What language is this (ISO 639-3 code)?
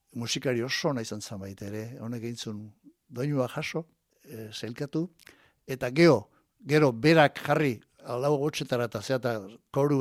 eus